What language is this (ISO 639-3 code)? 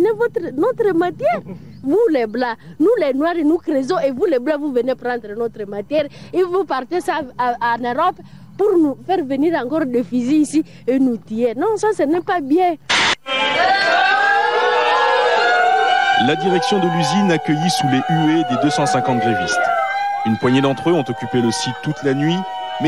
fra